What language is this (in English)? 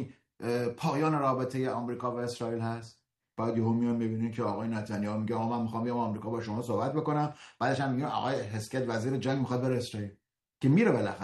Persian